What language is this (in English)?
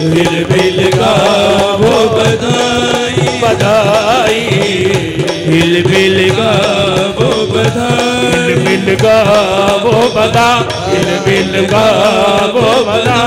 Hindi